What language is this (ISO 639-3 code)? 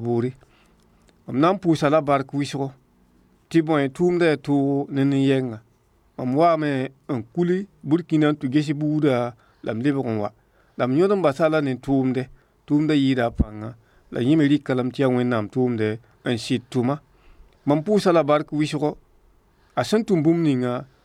mos